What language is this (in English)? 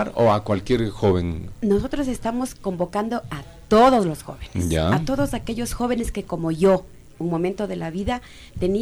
Spanish